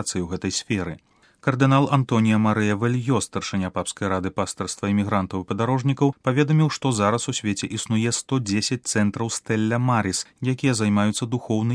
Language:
Belarusian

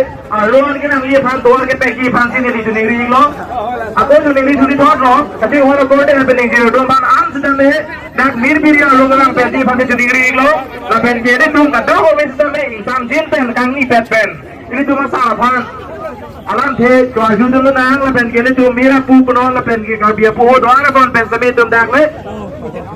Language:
Karbi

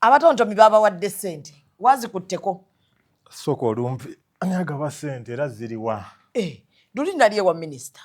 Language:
Ganda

